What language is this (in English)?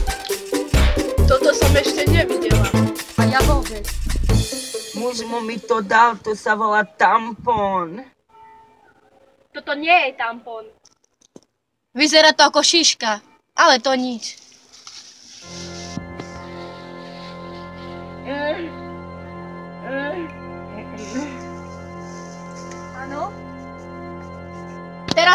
Slovak